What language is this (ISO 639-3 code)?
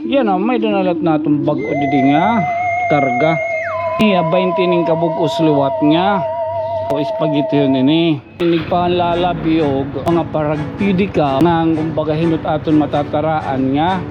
war